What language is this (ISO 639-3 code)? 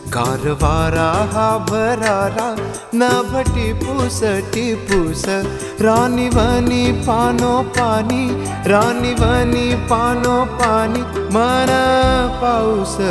mar